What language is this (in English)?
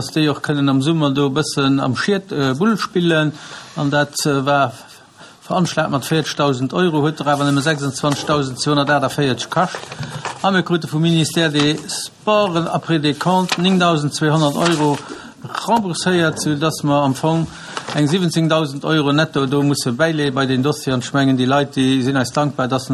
Luxembourgish